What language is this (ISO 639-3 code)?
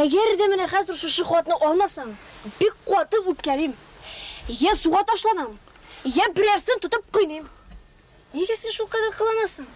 tat